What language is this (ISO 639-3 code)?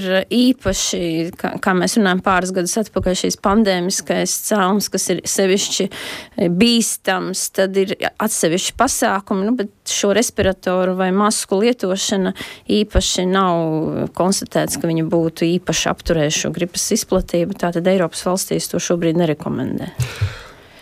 lav